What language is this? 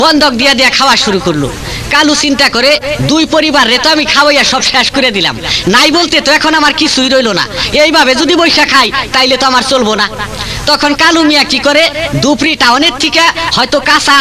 Sylheti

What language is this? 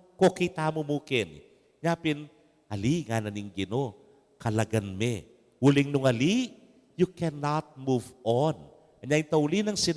Pampanga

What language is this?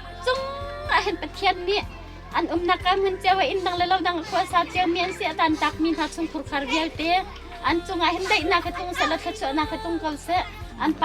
Hakha Chin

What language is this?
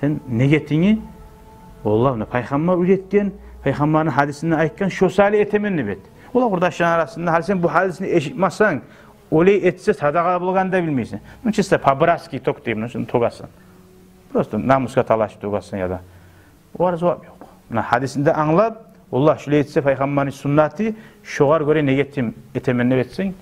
Kumyk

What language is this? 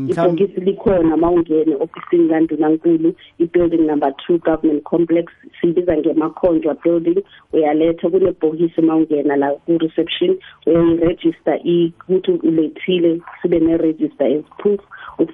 South Ndebele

